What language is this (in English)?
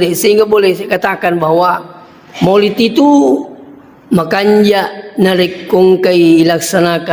Buginese